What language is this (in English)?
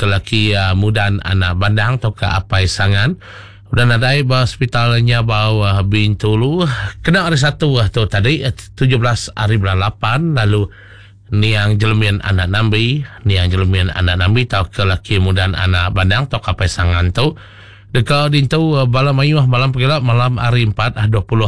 Iban